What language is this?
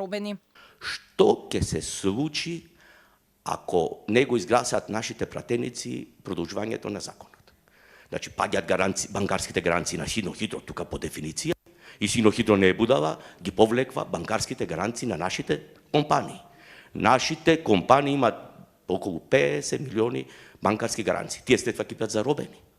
Macedonian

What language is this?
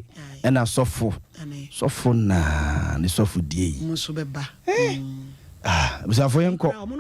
Akan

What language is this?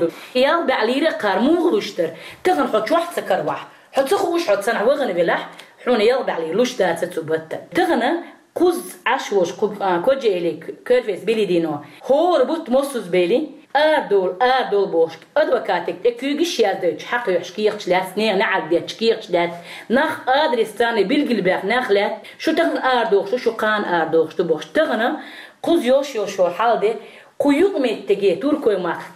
Chechen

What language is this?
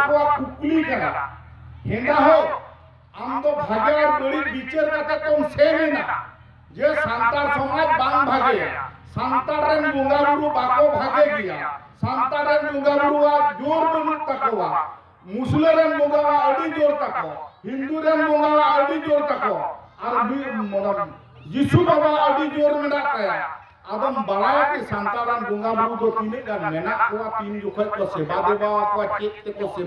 Santali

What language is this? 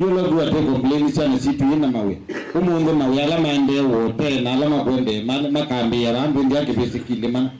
Kamba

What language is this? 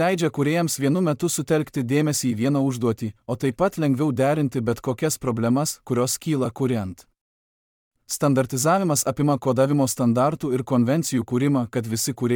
Lithuanian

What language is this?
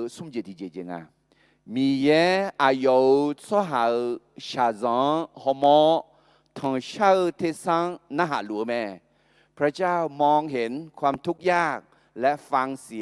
Akha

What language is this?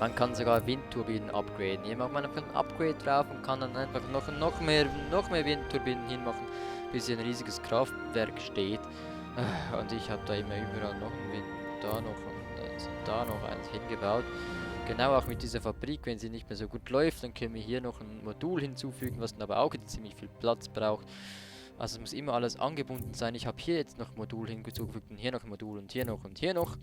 Swiss German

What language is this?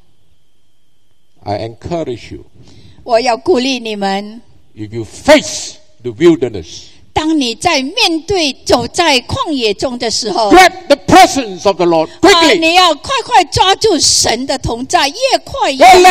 Chinese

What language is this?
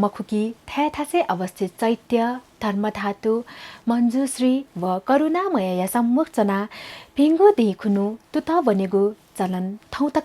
Newari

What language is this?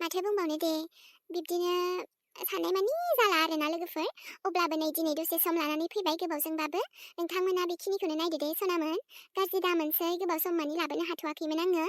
Bodo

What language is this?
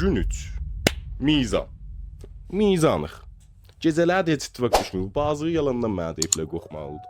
South Azerbaijani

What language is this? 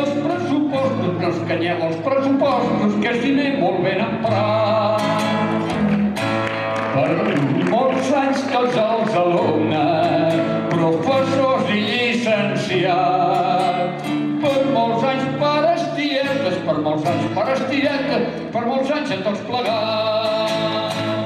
Catalan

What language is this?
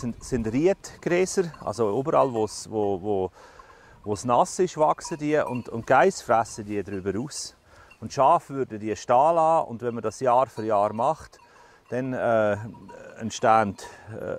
Swiss German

